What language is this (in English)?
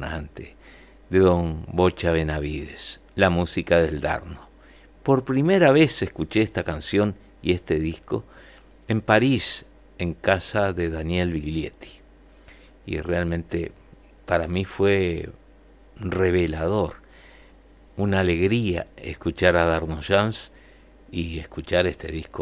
Spanish